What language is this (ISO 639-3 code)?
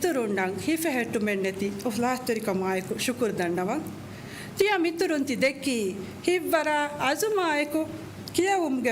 div